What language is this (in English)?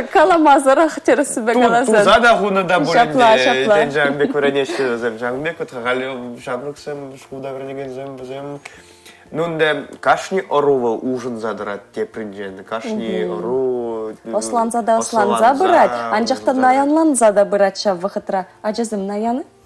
Chuvash